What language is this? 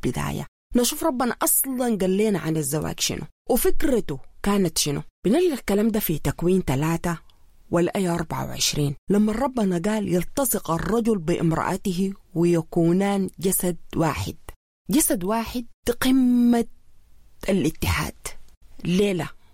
Sudanese Arabic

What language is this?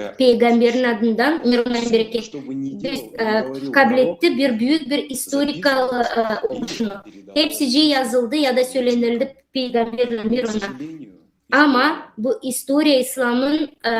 Gagauz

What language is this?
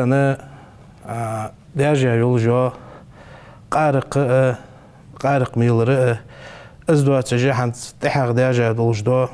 Ingush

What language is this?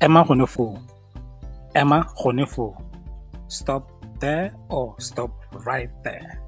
Tswana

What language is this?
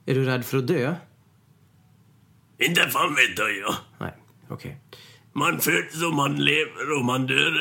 Swedish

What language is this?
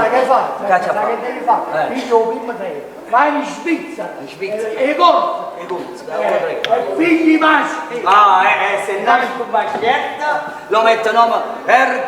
Neapolitan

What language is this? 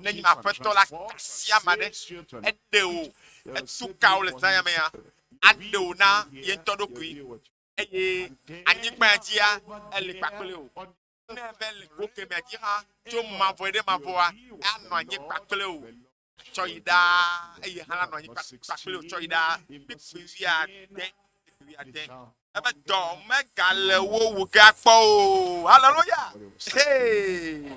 Ewe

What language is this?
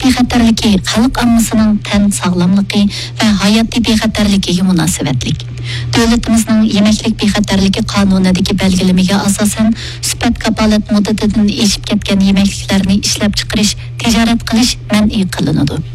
Uyghur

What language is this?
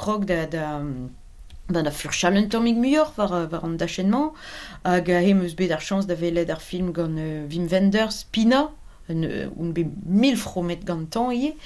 Breton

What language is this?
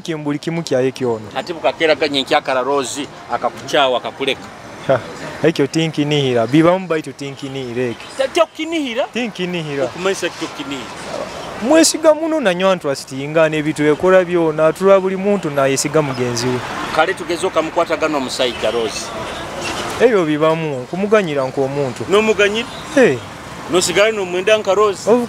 Nyoro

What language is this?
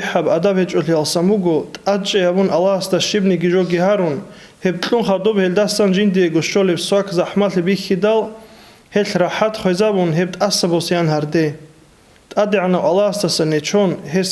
Avaric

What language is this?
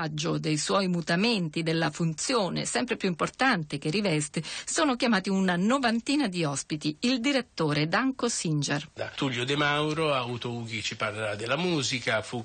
Italian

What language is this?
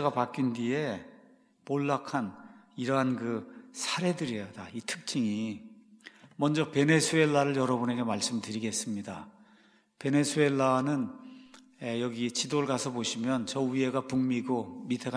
Korean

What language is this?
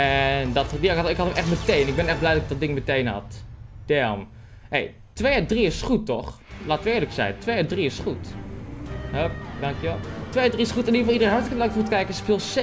Dutch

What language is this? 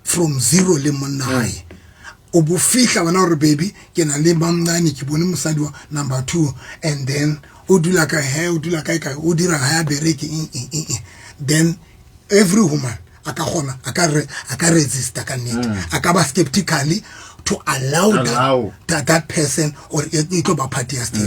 Southern Sotho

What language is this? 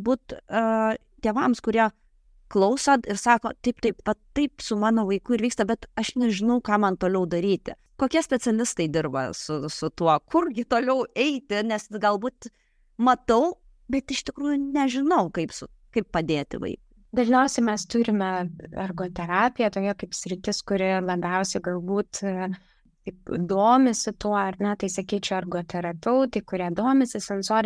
Lithuanian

